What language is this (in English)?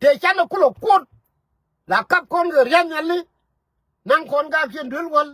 Nuer